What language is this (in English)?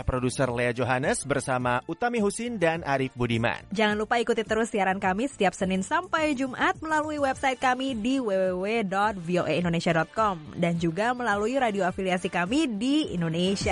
Indonesian